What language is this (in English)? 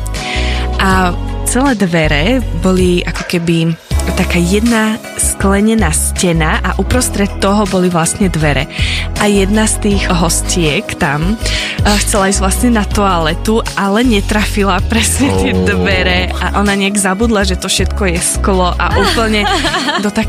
Slovak